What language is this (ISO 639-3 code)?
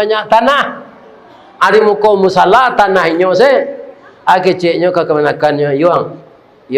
min